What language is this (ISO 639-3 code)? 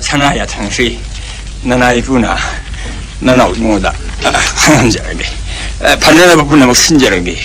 mni